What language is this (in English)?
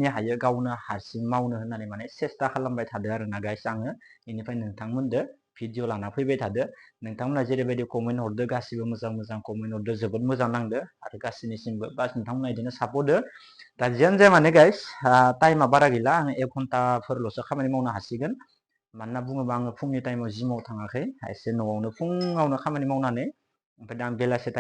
Bodo